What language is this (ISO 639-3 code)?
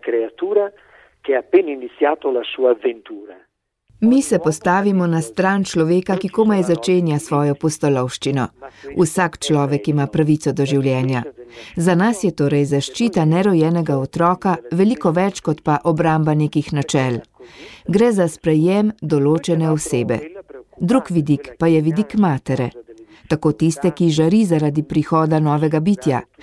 slv